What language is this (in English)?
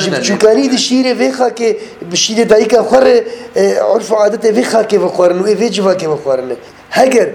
Kurdish